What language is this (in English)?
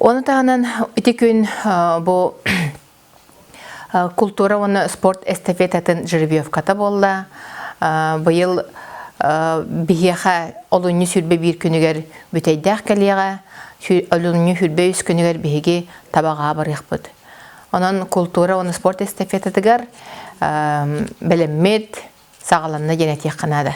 Yakut